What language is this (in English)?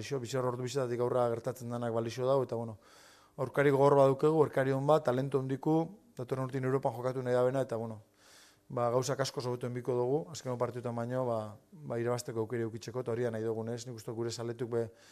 Basque